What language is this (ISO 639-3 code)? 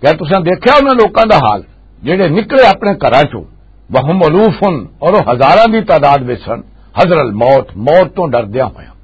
lah